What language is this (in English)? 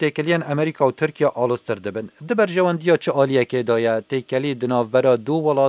Kurdish